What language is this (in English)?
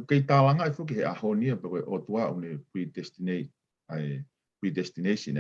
Tongan